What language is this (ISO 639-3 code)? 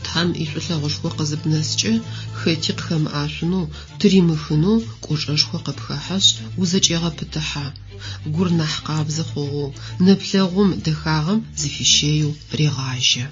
ady